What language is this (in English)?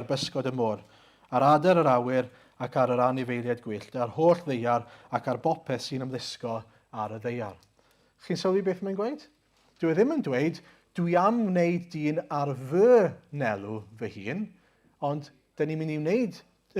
Welsh